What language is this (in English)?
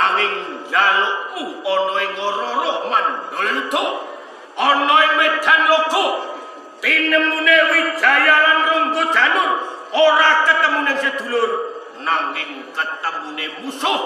Javanese